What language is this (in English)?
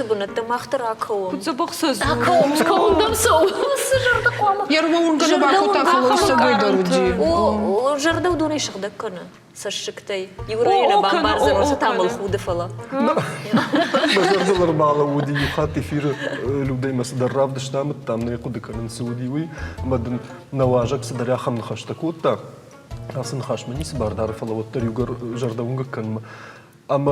Ossetic